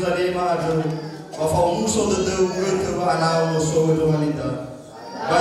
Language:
Nias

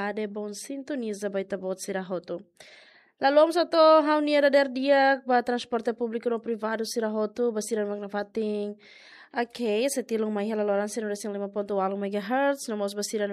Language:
Tetum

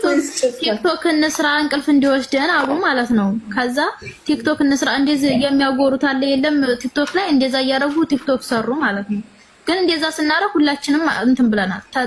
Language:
Amharic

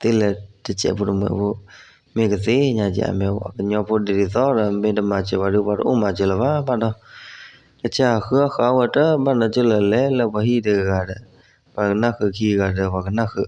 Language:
S'gaw Karen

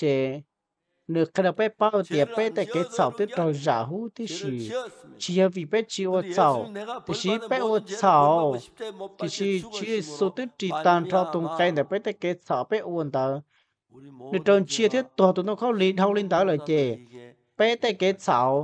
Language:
Hmong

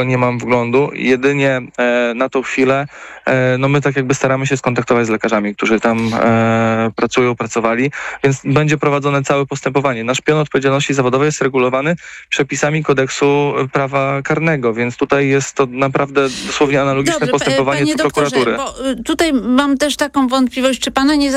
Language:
Polish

